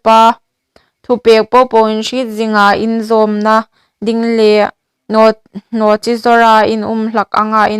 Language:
Hmar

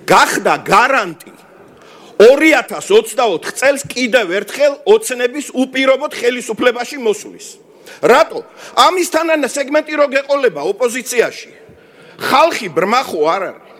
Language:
Georgian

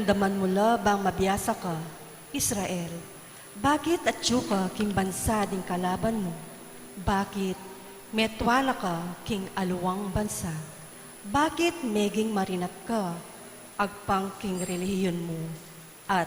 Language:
Pampanga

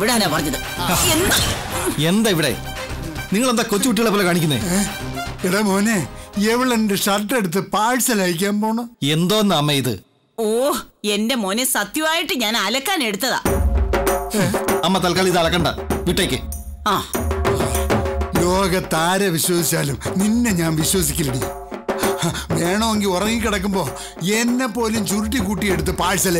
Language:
Malayalam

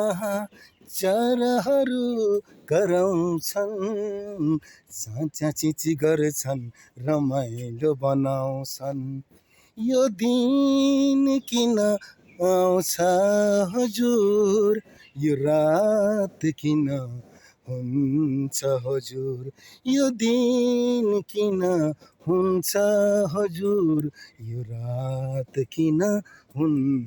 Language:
Nepali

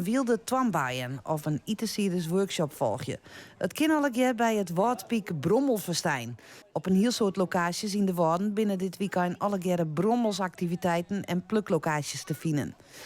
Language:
Western Frisian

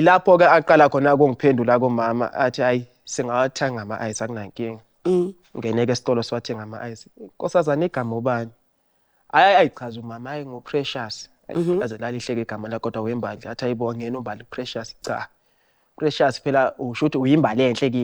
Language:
Zulu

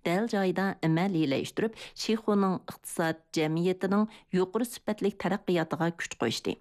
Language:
Uyghur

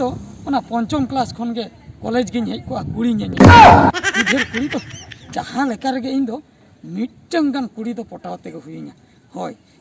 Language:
Santali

